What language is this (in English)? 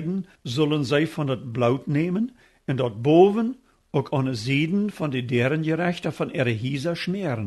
Plautdietsch